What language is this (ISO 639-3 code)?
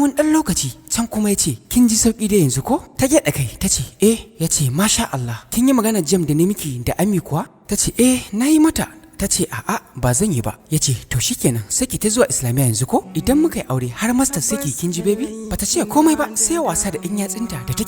hau